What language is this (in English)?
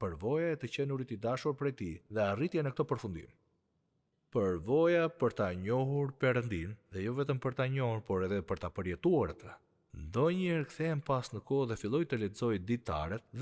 Albanian